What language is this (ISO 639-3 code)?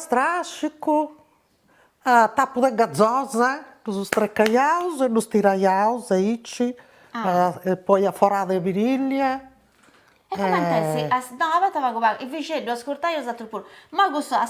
srd